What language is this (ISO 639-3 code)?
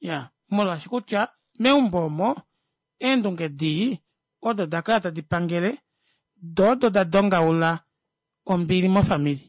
kua